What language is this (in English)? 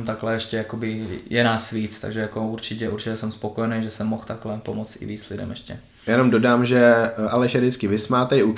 Czech